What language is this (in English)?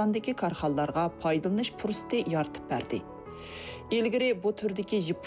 Uyghur